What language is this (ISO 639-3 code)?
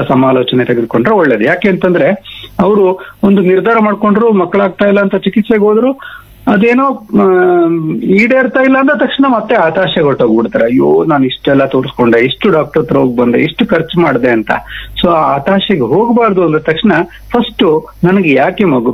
kan